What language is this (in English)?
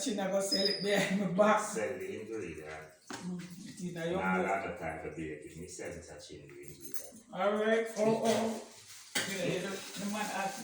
Jamaican Creole English